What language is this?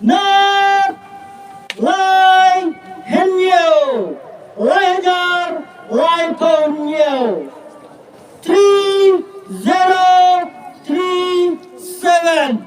Khasi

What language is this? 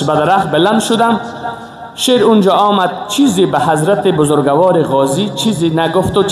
Persian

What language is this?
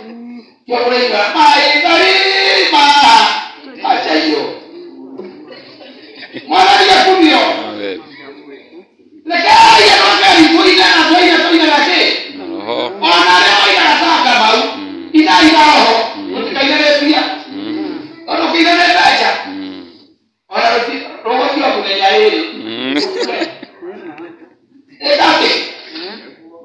Kikuyu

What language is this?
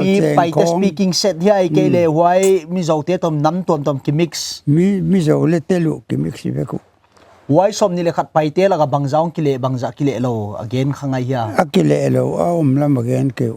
Paite Chin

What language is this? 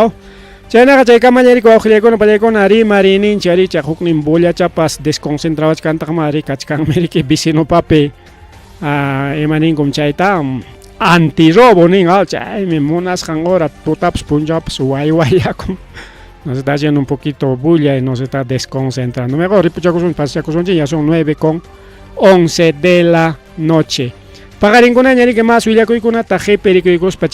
Ayacucho Quechua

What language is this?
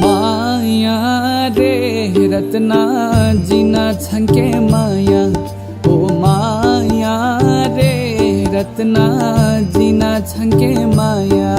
Newari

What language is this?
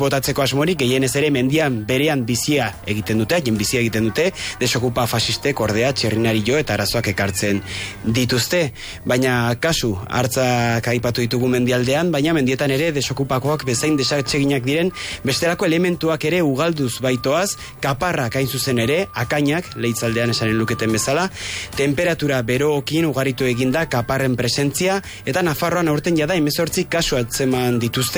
Basque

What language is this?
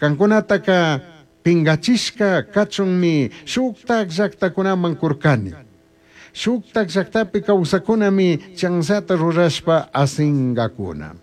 Chimborazo Highland Quichua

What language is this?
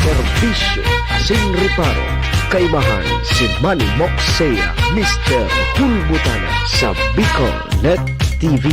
Bikol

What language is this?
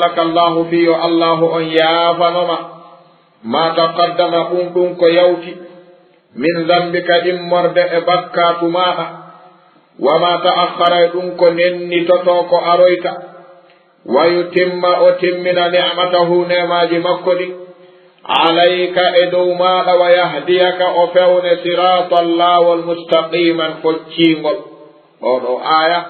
Fula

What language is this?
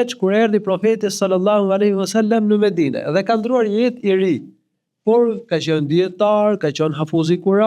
Albanian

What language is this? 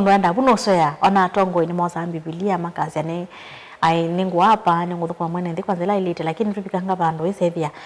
Kamba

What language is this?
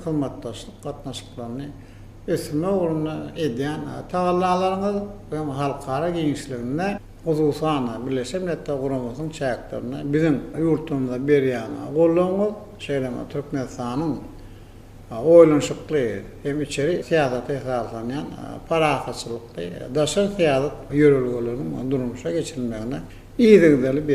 Turkmen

